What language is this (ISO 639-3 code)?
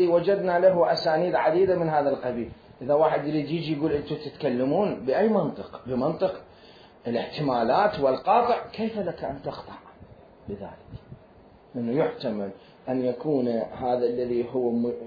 acm